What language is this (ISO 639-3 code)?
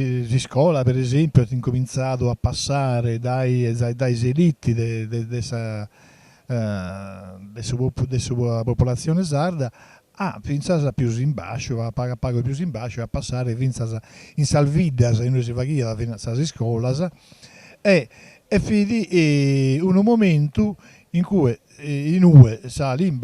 srd